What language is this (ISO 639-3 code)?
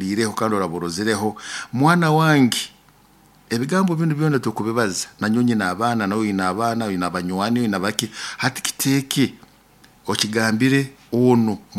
nyo